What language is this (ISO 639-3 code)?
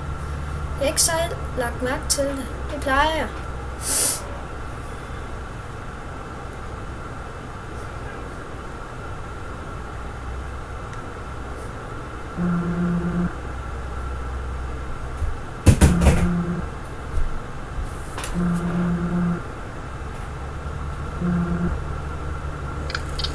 dan